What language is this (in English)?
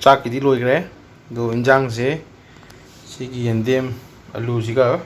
Manipuri